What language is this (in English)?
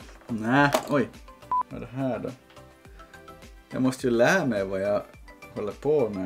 Swedish